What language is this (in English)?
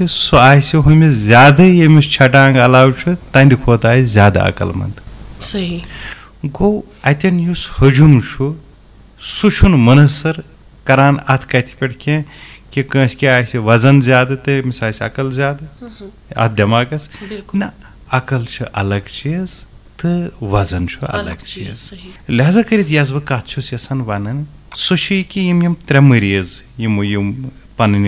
Kashmiri